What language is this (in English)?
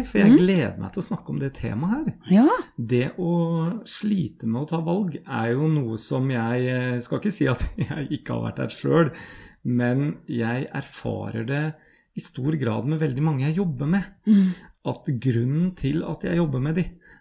Norwegian